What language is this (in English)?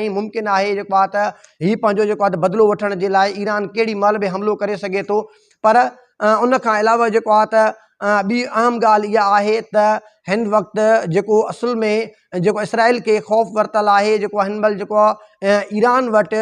Sindhi